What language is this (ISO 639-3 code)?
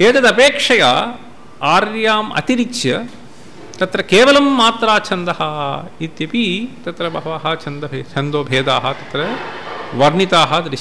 san